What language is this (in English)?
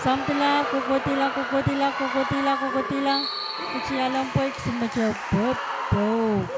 Pohnpeian